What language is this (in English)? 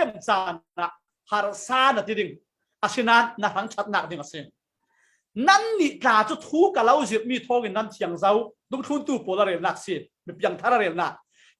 Falam Chin